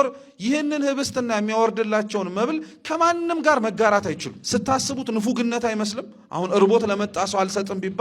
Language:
Amharic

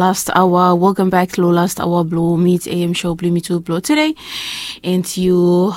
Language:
Bislama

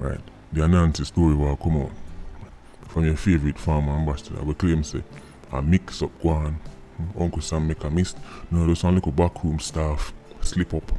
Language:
Jamaican Creole English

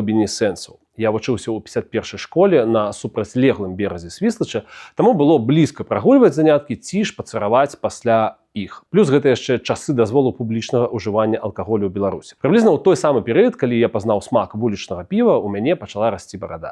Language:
Belarusian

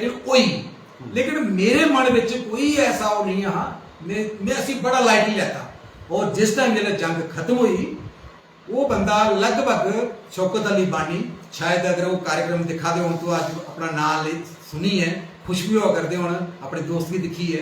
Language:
Dogri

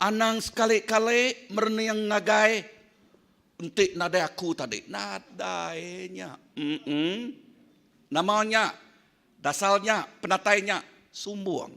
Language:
Iban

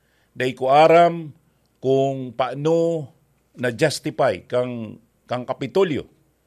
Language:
Bikol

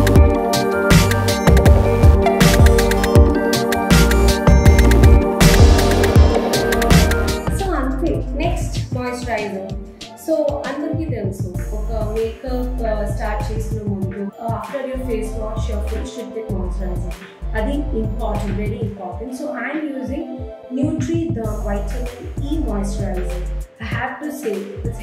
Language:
Telugu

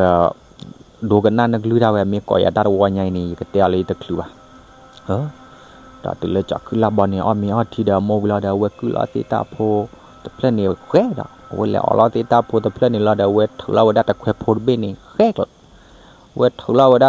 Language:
S'gaw Karen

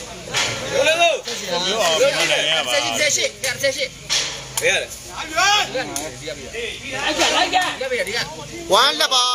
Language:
Burmese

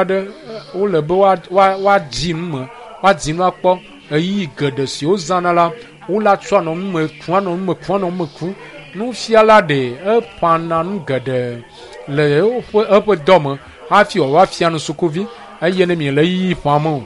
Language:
Ewe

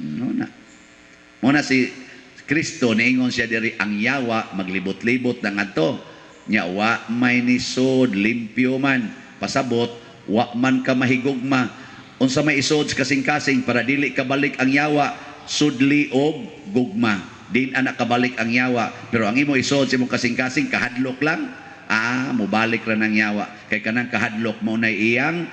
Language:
Cebuano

